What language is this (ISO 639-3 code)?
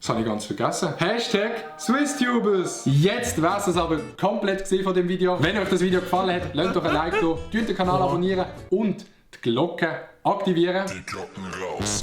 gsw